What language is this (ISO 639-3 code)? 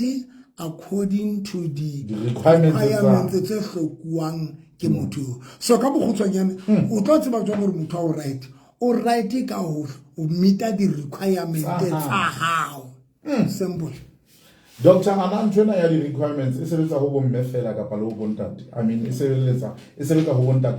sot